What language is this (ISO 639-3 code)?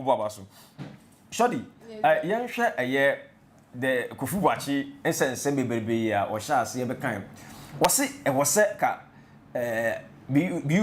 aka